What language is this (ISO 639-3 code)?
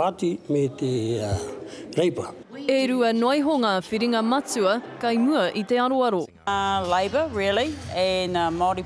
mri